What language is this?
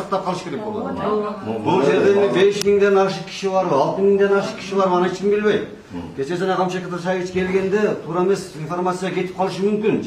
Kyrgyz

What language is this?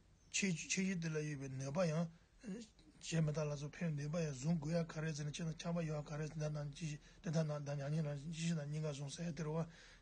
Tibetan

